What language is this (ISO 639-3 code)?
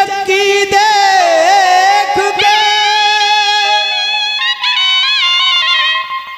bho